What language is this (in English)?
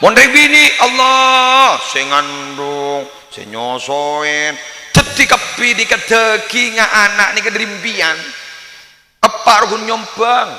Madurese